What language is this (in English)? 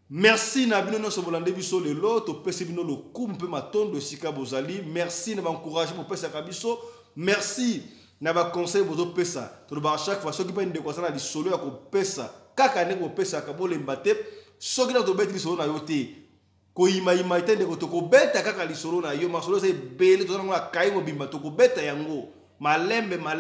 Lingala